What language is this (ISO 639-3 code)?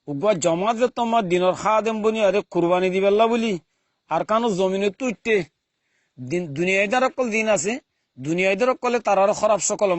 rhg